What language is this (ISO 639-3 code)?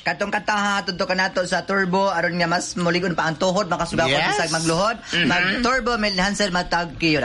ceb